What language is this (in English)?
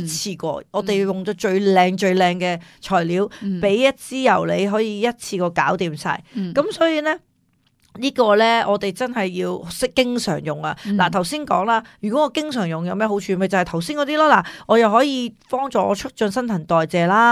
Cantonese